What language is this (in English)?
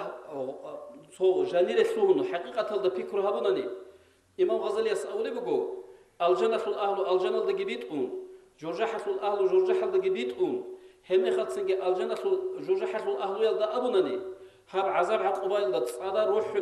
Avaric